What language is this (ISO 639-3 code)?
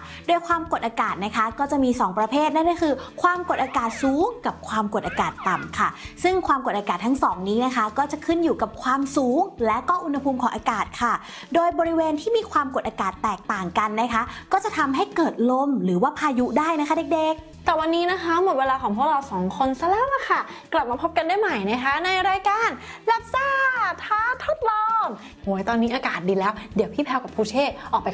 tha